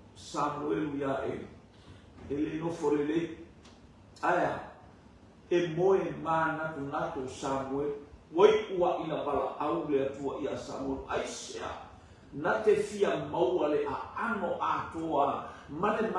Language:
Samoan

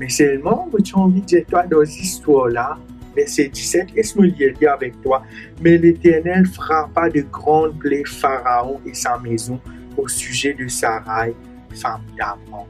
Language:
Morisyen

